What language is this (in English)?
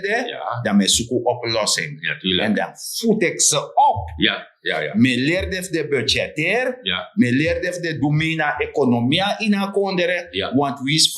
Sranan Tongo